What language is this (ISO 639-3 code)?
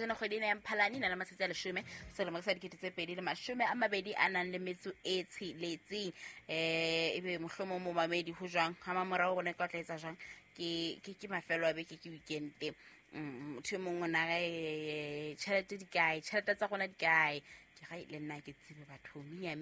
sot